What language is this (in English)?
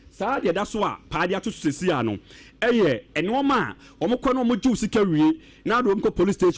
Akan